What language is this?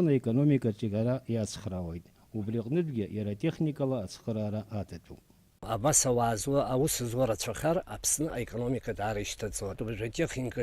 Abkhazian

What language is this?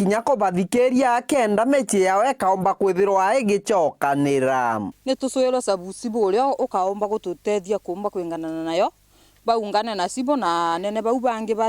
Meru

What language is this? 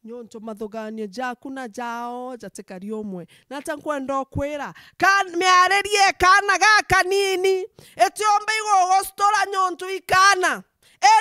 Meru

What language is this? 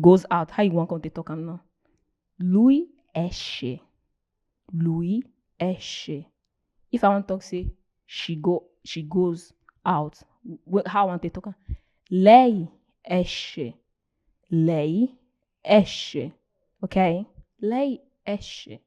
Nigerian Pidgin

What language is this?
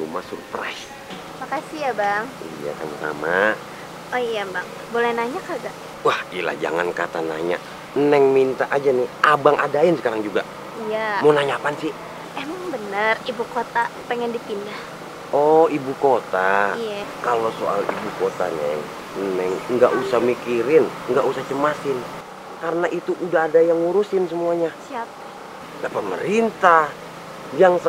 Betawi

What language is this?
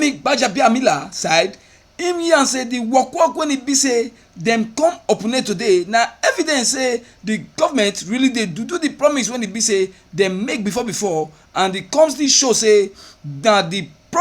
Nigerian Pidgin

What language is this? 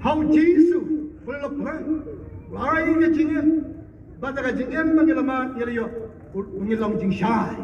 Khasi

